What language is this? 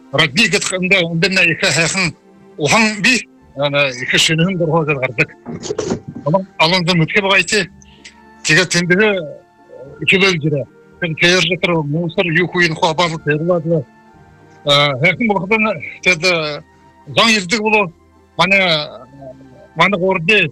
Buriat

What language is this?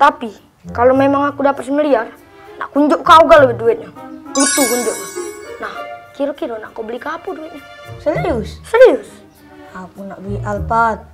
Musi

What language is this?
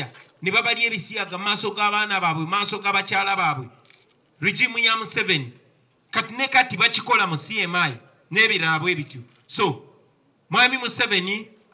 Ganda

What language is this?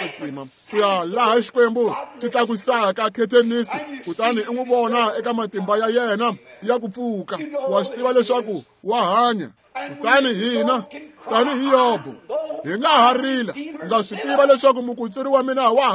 Tsonga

